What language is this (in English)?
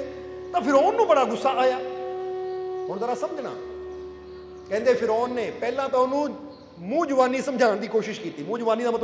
Punjabi